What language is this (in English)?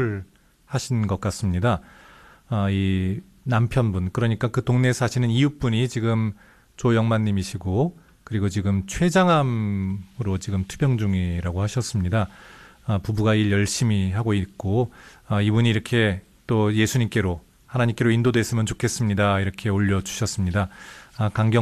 Korean